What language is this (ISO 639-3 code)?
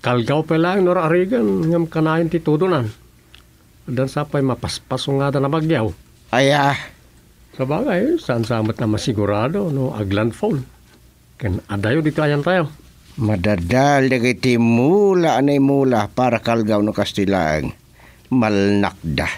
ilo